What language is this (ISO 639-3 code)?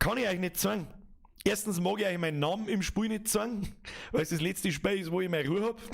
bar